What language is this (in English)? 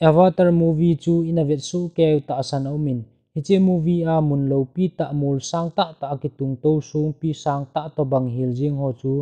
Thado Chin